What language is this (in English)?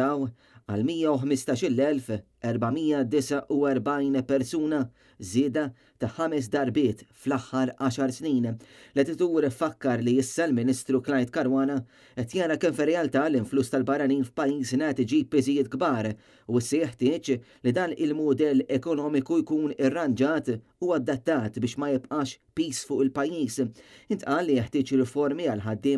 Maltese